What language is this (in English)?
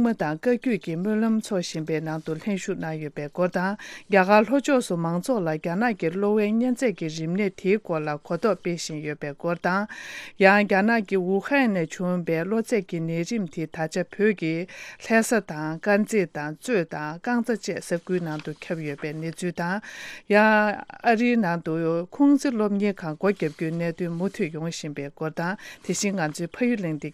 Tibetan